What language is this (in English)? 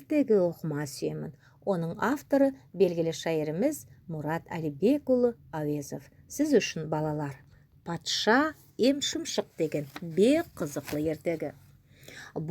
Nogai